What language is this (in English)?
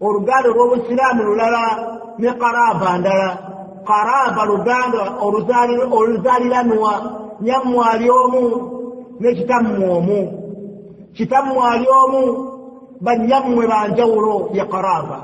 Ganda